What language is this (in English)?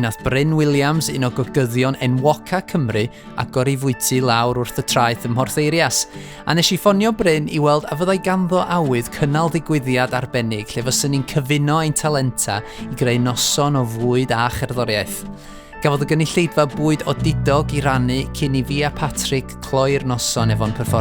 Welsh